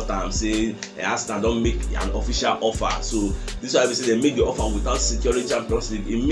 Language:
Nigerian Pidgin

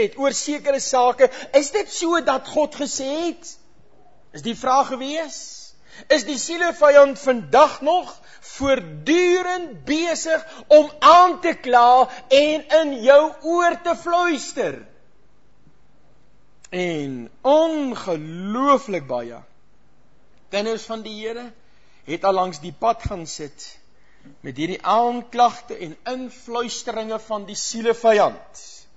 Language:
Afrikaans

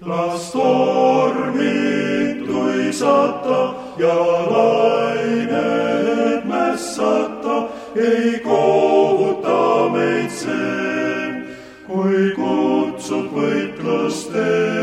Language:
Estonian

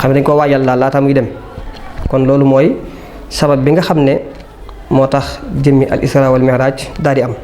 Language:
Wolof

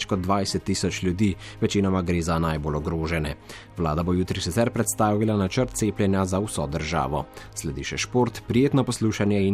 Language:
Slovenian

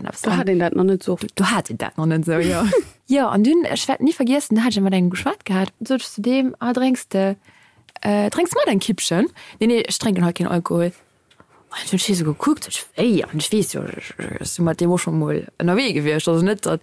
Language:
Luxembourgish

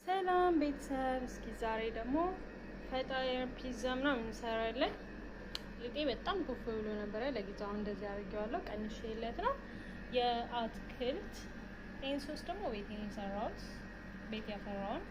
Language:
Amharic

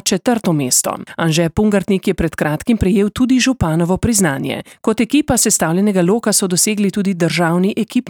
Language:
Slovenian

